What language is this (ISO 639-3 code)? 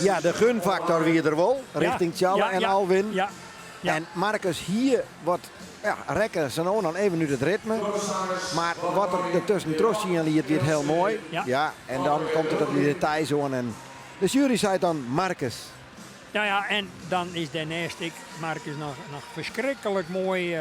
fry